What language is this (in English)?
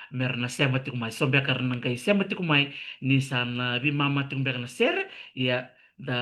Fijian